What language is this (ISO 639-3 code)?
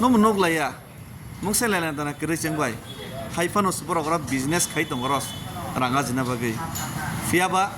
trp